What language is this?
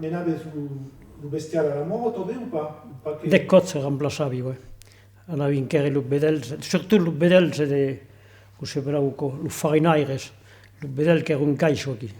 Occitan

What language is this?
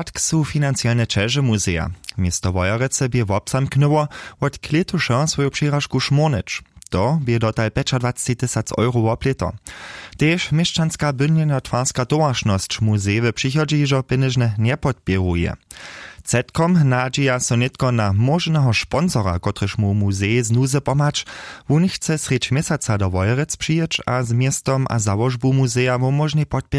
Upper Sorbian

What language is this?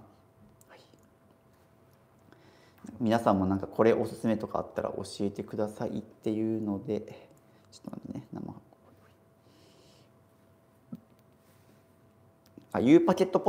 Japanese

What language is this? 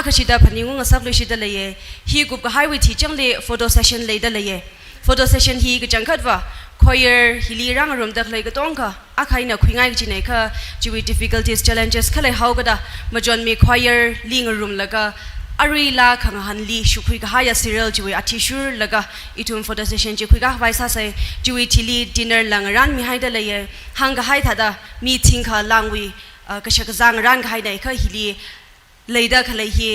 Tangkhul Naga (India)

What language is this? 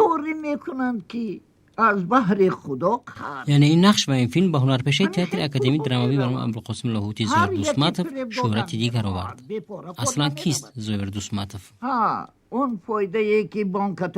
Tajik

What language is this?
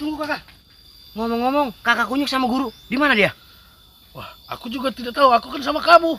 Betawi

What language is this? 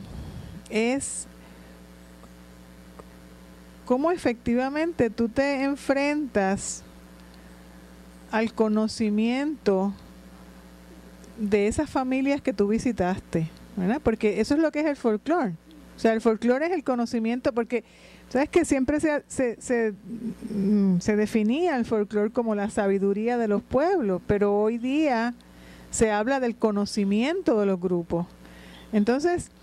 Spanish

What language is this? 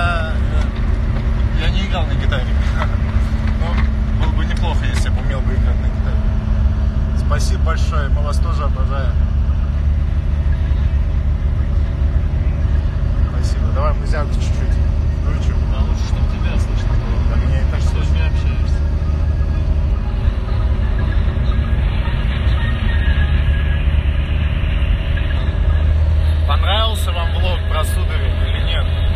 Russian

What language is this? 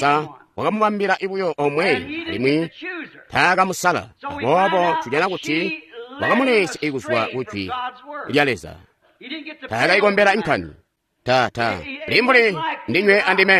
Tonga (Zambia)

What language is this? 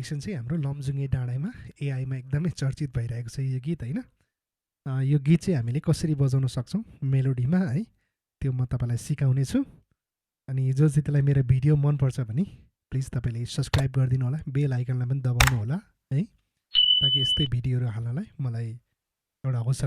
Nepali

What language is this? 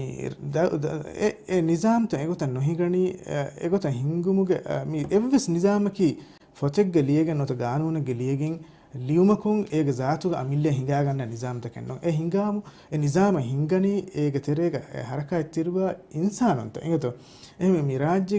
Divehi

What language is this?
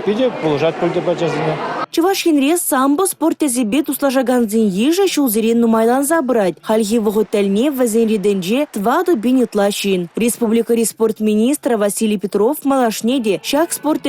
Chuvash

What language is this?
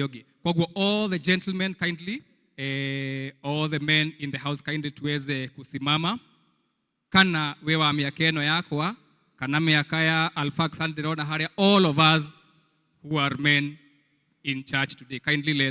Kikuyu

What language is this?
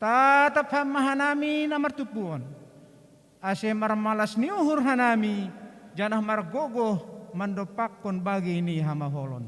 Batak Simalungun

